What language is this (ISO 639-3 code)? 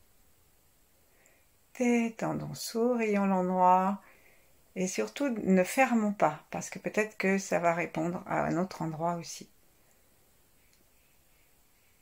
fra